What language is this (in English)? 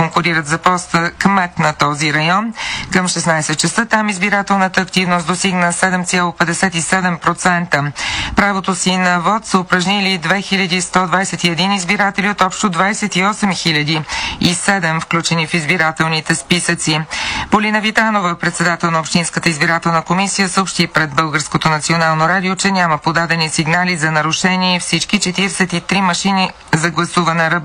Bulgarian